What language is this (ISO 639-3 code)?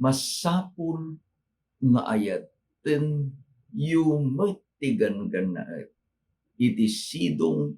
ilo